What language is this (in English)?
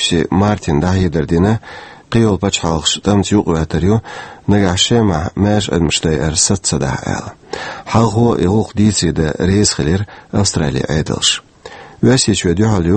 Chechen